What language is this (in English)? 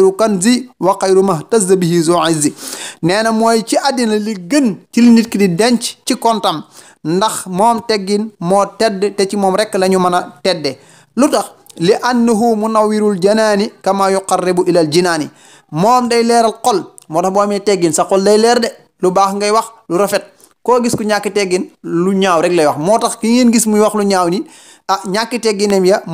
Wolof